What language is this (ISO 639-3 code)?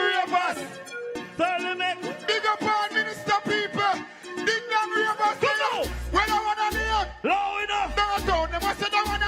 jam